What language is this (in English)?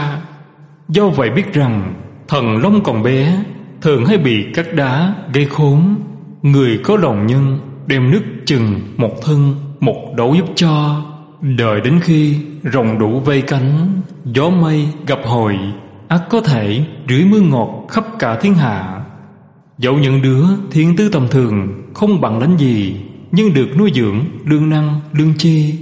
Vietnamese